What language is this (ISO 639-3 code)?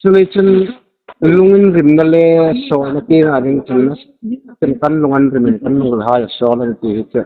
hmr